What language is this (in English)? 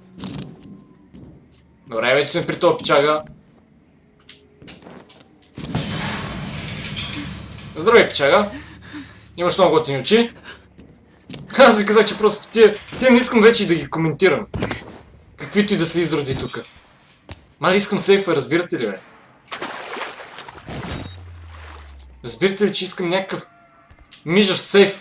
Bulgarian